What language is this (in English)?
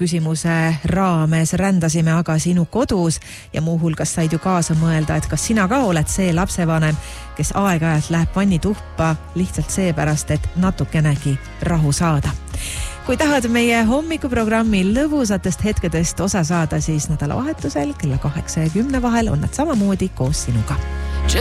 Estonian